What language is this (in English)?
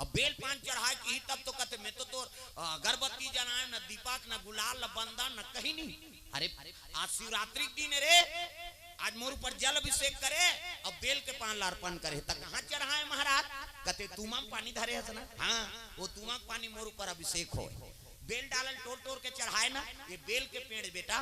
Chhattisgarhi